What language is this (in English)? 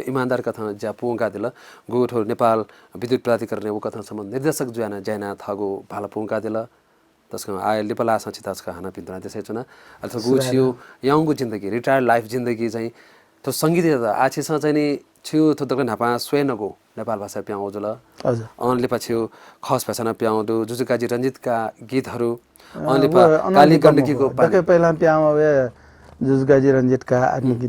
Newari